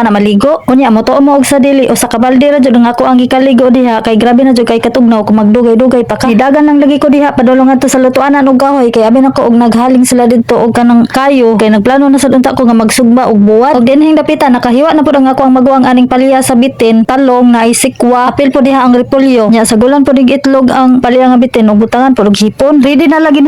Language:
Cebuano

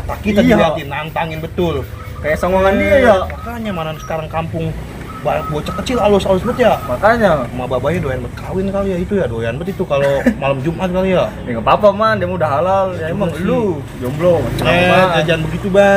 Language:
Betawi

